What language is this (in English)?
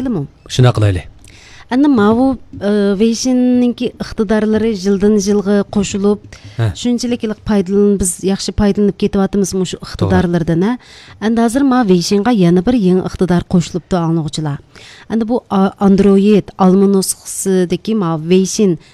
Uyghur